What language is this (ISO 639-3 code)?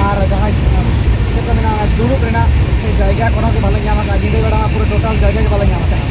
sat